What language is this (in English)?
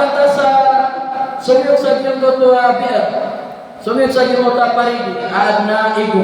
Maranao